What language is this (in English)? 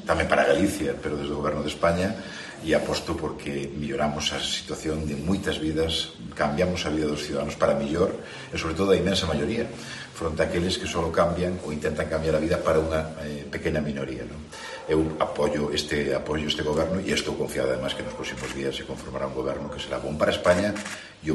Galician